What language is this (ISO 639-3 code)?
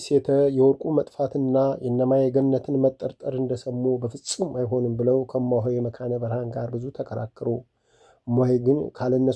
amh